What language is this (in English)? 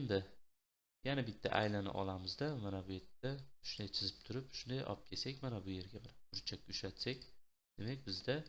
Uzbek